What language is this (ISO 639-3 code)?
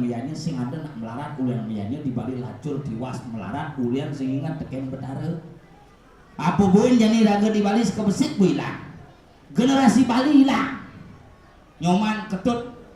ban